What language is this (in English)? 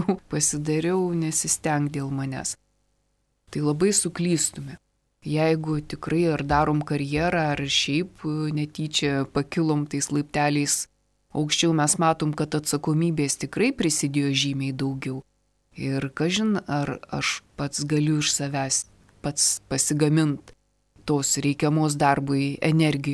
Lithuanian